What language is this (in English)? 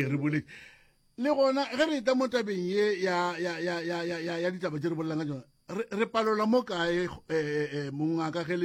Northern Sotho